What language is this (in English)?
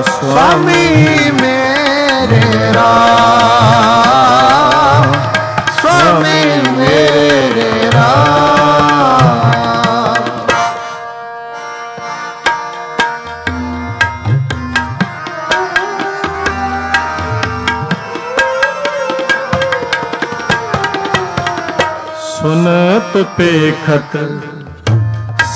Punjabi